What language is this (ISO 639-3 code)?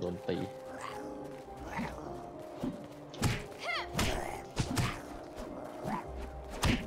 tha